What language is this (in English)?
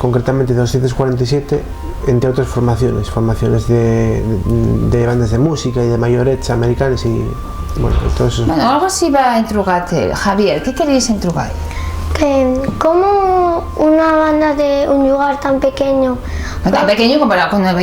Asturian